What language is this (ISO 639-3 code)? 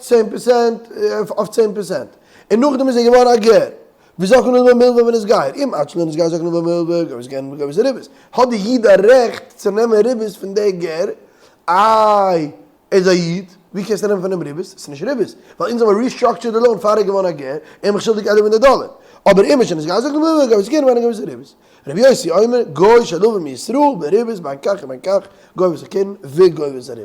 yid